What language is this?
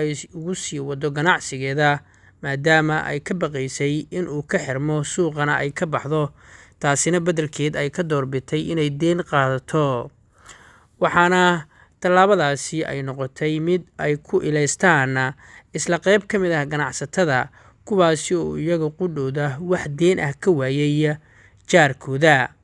Somali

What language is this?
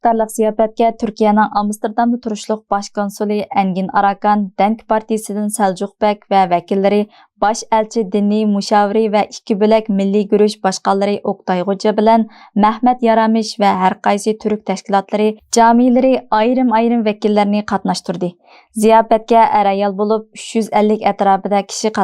Uyghur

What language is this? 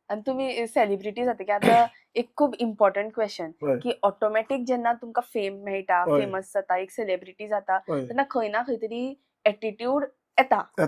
Konkani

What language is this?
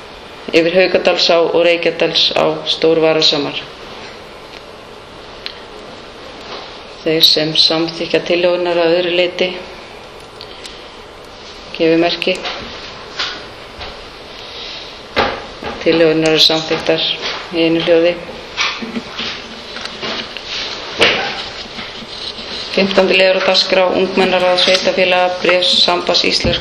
Icelandic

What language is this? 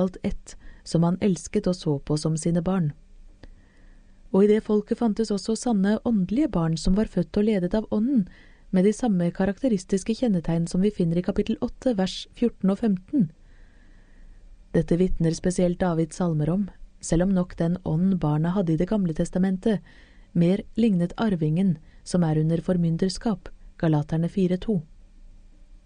Norwegian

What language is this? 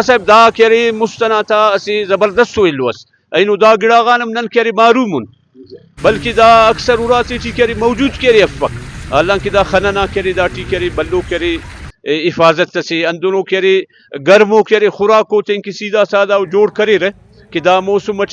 Brahui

